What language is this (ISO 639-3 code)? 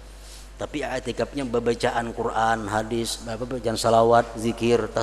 bjn